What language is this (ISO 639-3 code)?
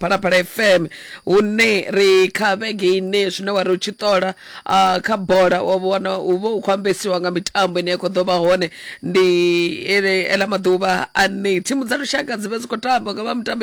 ven